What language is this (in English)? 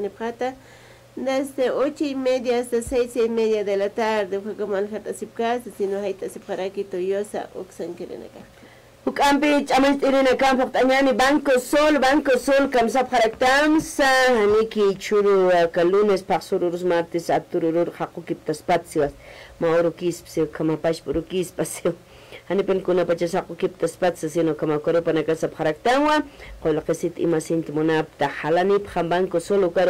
Aymara